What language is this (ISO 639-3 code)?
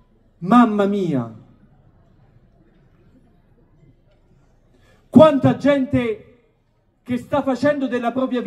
ita